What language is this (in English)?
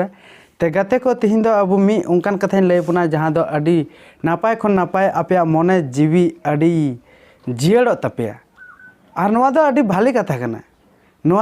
Santali